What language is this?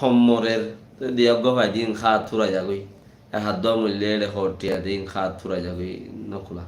Rohingya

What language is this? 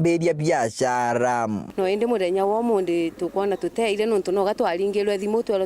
Meru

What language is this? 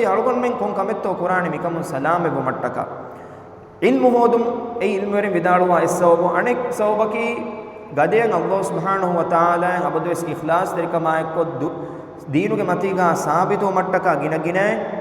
Divehi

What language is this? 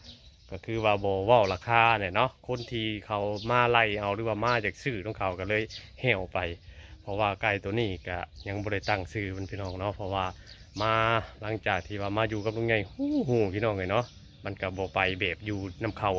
Northeastern Thai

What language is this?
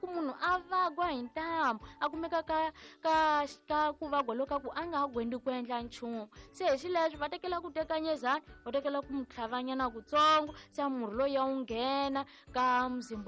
Tsonga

